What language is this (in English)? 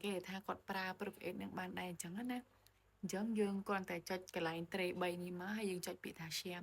Khmer